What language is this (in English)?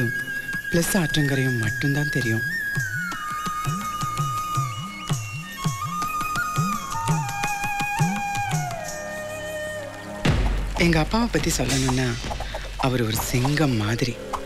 Tamil